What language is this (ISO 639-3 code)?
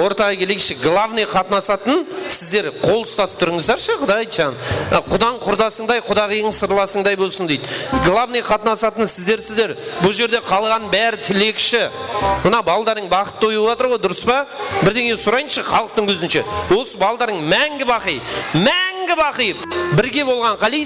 kaa